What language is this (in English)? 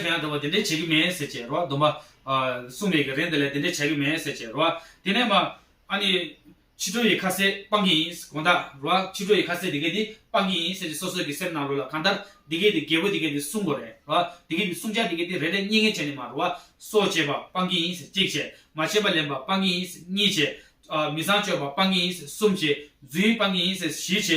Tibetan